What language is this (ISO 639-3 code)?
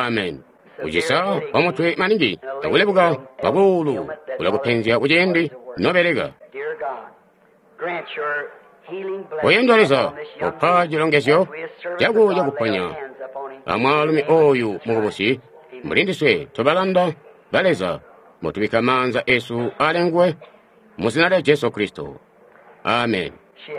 toi